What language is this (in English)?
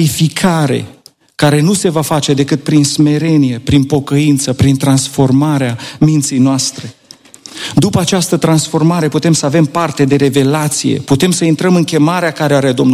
Romanian